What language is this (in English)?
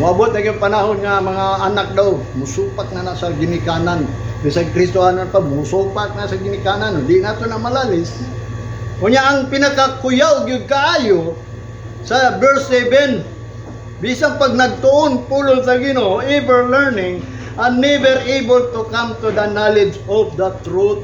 Cebuano